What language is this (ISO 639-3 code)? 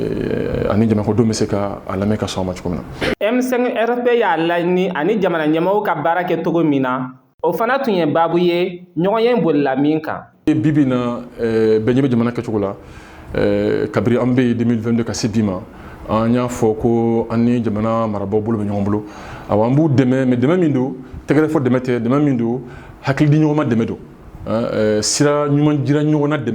bam